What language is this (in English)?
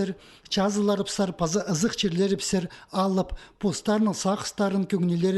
Khakas